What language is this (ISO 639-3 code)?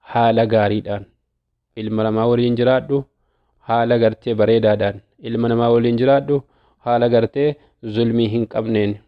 orm